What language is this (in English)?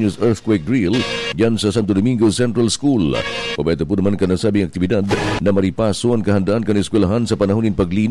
Bikol